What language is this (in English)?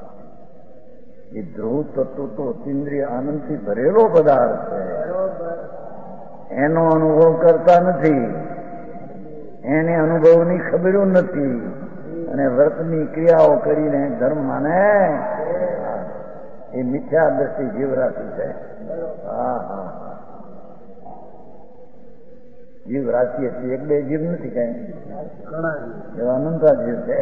Gujarati